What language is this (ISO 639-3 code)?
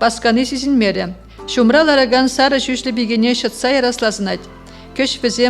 chv